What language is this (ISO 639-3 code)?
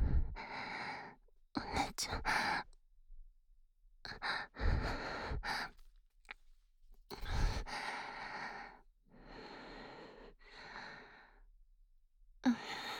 jpn